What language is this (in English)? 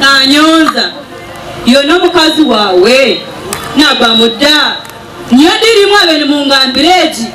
Nyankole